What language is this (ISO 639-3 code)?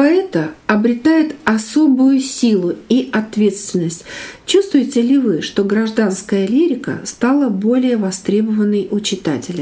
rus